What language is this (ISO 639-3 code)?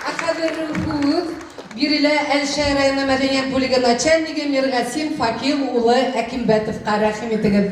bak